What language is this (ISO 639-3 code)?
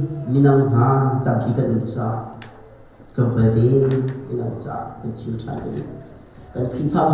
cnh